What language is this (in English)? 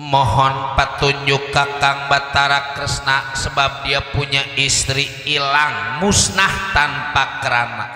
Betawi